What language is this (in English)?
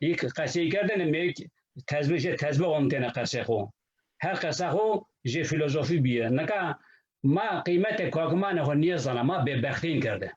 Zaza